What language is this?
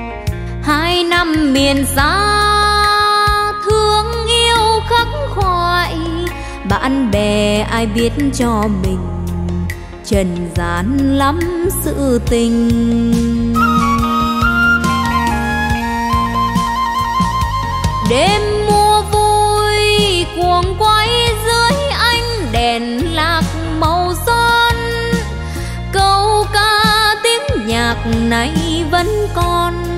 Vietnamese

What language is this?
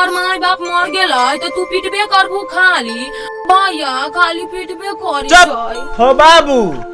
Maithili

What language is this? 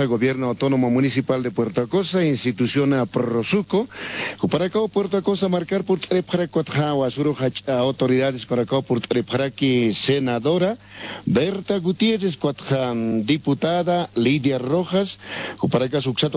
Aymara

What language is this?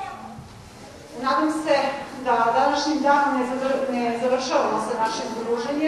Serbian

